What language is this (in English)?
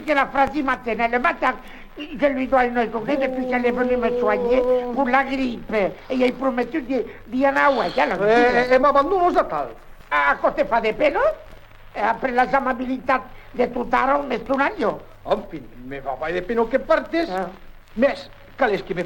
Occitan